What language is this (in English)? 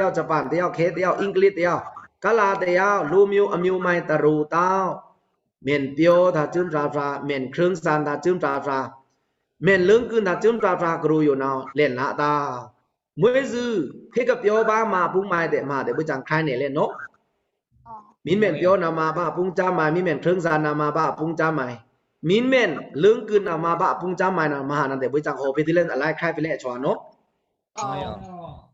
Pa'o Karen